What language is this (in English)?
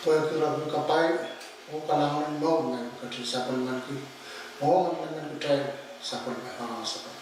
Pohnpeian